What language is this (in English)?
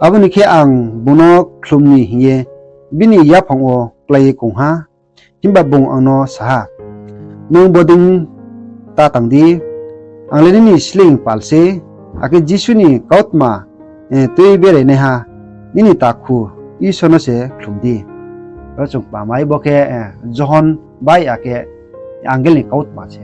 Riang (India)